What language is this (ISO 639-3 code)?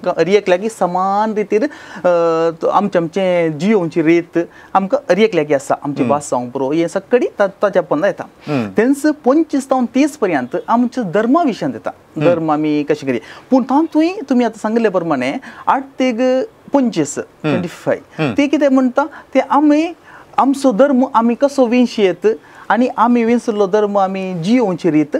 kok